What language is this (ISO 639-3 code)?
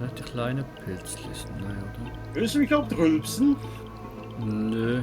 gsw